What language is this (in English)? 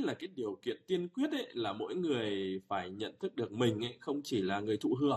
Vietnamese